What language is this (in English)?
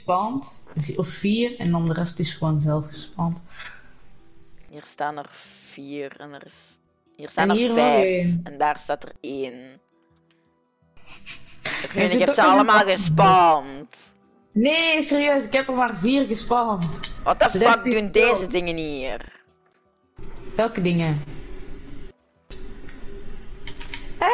Dutch